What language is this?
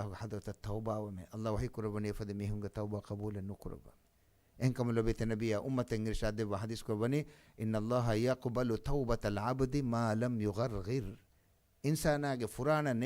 Divehi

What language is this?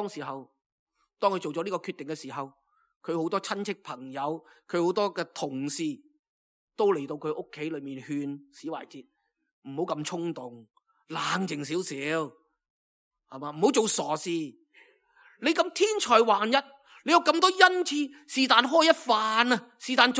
Cantonese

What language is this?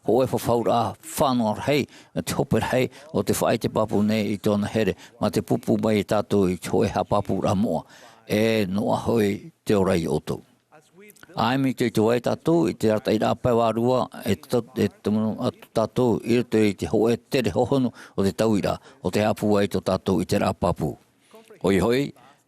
Tahitian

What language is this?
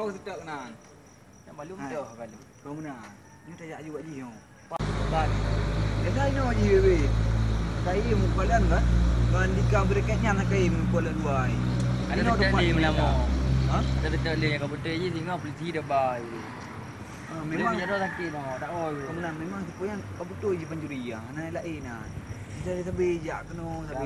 Achinese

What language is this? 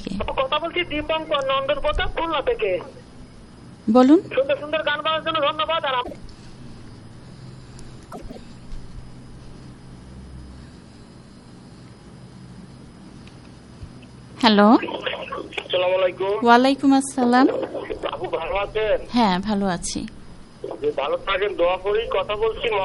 Bangla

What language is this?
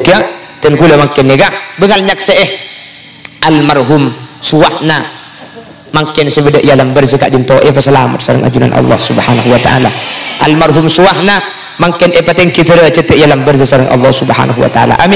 Madurese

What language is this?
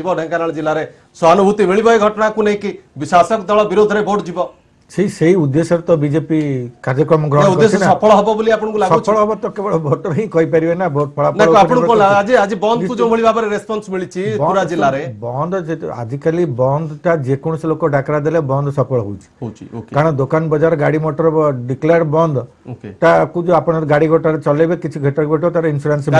Odia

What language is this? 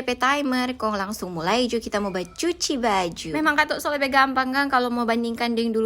Manado Malay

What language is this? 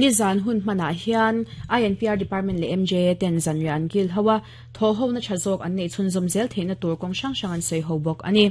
Mizo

